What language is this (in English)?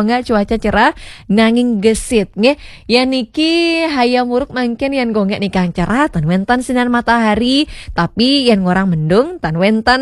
Balinese